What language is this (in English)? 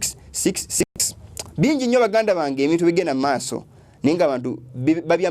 Ganda